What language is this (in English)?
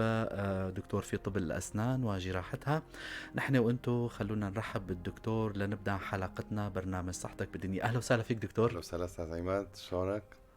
North Levantine Arabic